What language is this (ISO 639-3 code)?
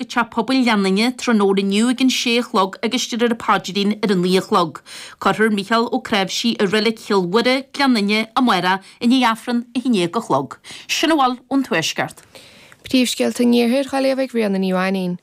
gle